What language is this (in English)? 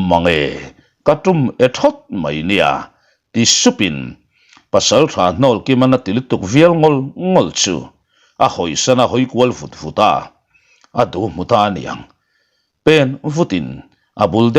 Mizo